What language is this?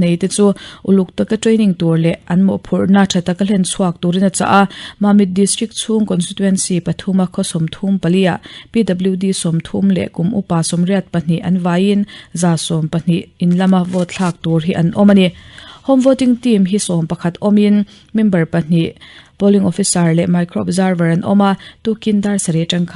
Mizo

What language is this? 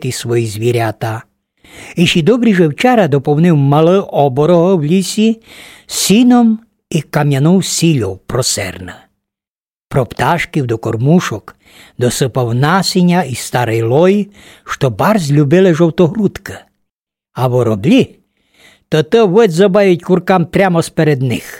Rusyn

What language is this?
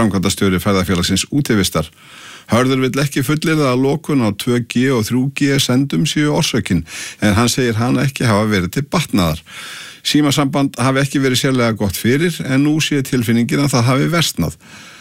Icelandic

